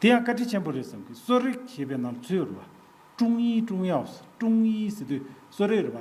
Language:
Tibetan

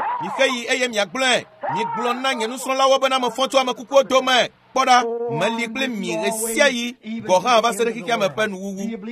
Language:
Ewe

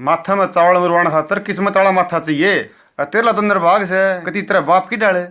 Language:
Haryanvi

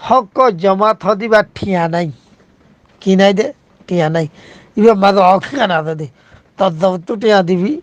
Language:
Rohingya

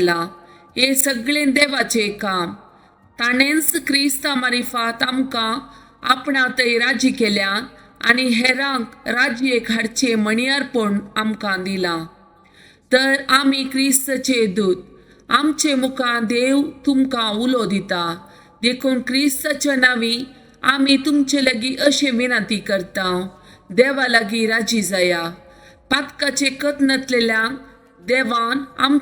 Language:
Konkani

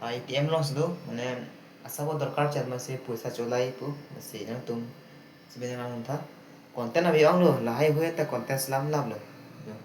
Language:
Karbi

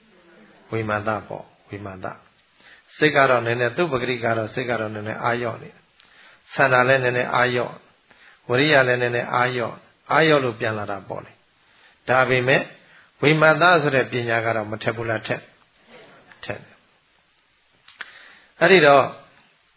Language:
Burmese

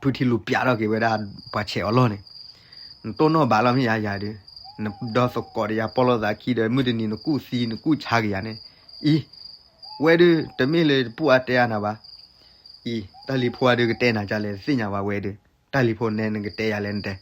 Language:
S'gaw Karen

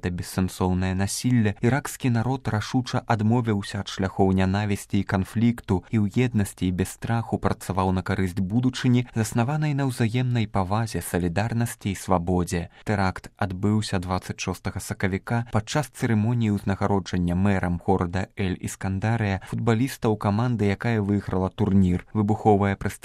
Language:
Belarusian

